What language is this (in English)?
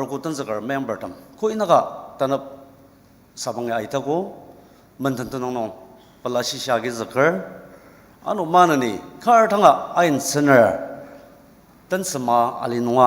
Ao Naga